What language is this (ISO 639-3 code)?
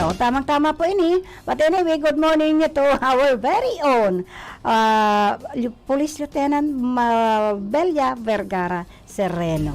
bik